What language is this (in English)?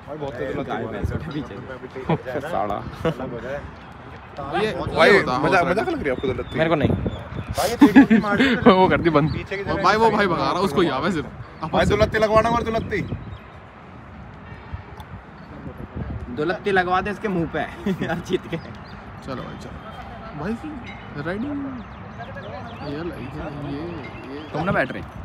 Hindi